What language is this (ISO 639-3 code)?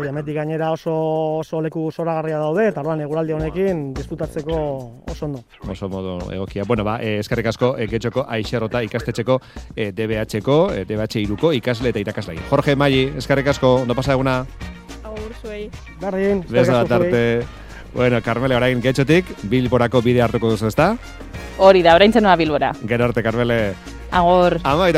eus